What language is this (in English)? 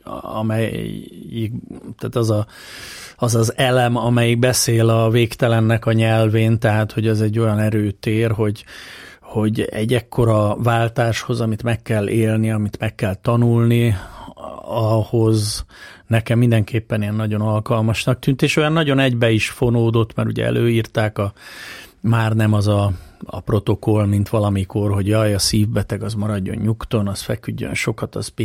Hungarian